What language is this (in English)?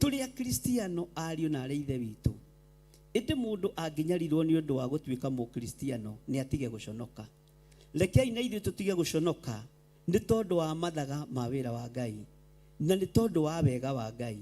Kikuyu